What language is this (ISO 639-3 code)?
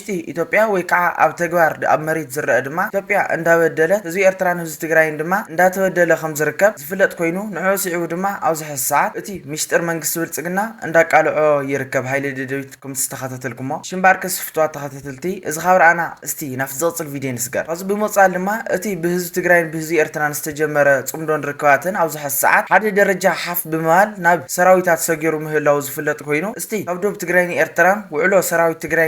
tir